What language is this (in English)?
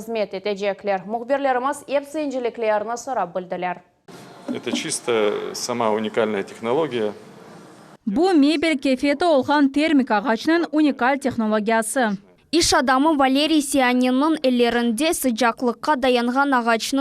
Crimean Tatar